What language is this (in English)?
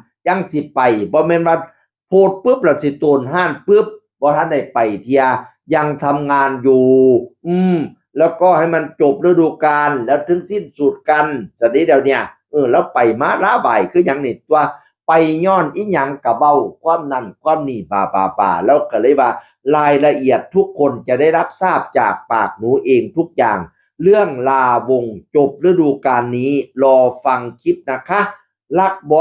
Northeastern Thai